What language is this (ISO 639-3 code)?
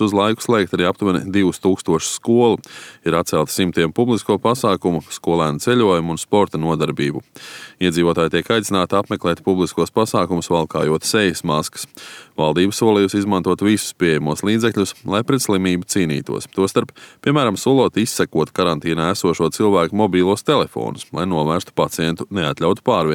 lav